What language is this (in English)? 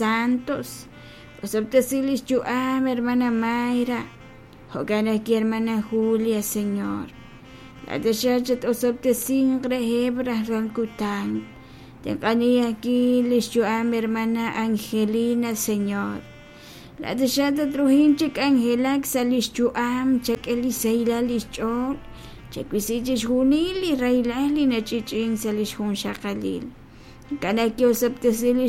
Kekchí